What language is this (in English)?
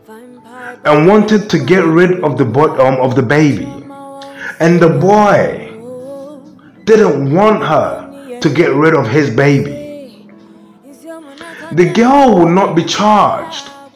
English